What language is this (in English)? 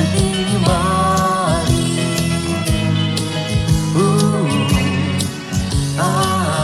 Russian